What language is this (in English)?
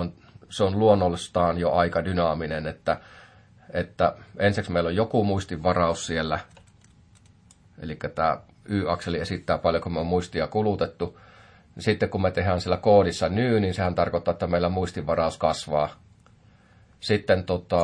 Finnish